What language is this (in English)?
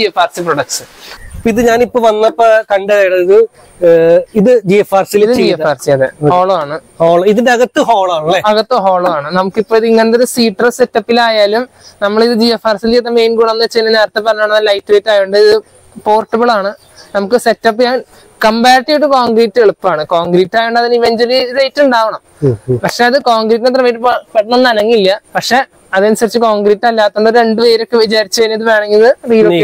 Malayalam